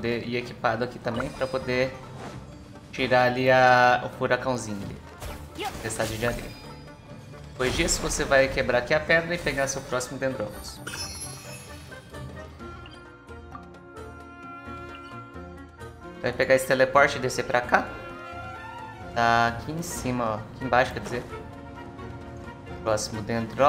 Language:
Portuguese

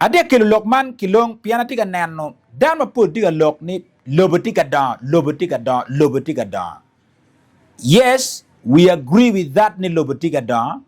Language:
Acoli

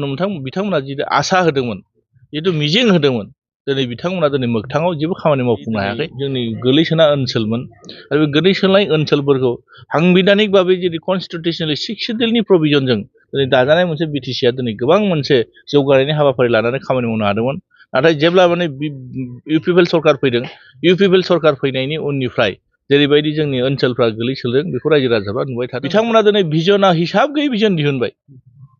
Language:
Bodo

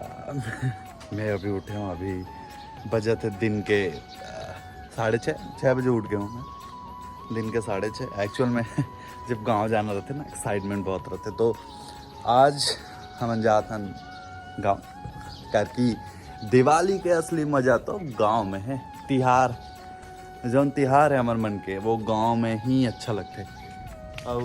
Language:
Chhattisgarhi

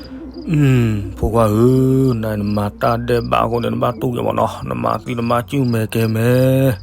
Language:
S'gaw Karen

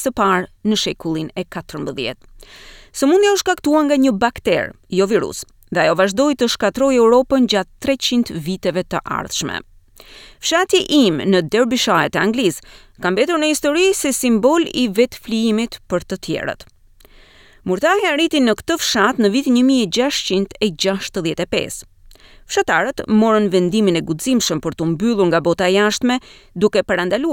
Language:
Albanian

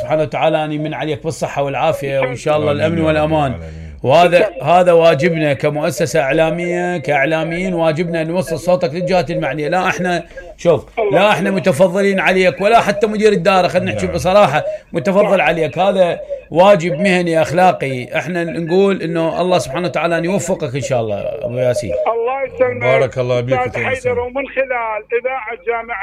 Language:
Mesopotamian Arabic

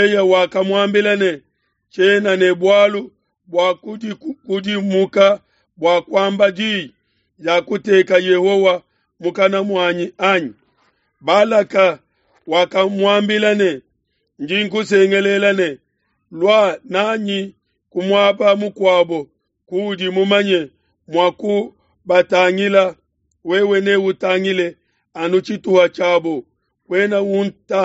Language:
Luba-Lulua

